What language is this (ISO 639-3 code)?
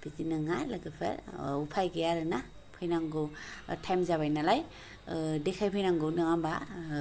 brx